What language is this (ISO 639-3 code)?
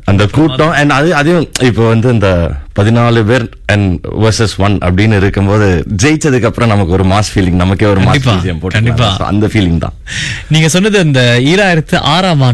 tam